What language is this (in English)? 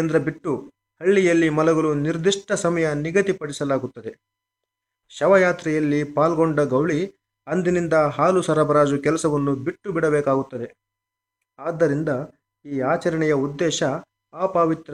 Kannada